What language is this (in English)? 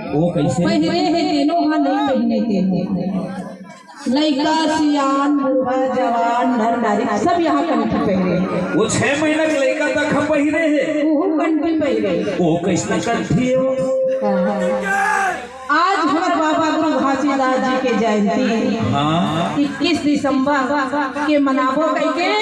Chhattisgarhi